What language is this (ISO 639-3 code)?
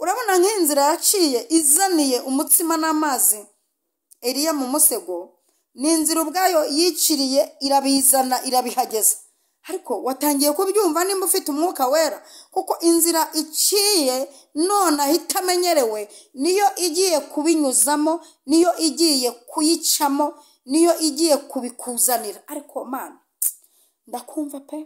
kin